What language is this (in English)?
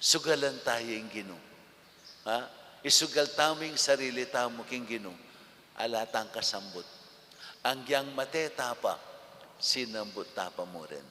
Pampanga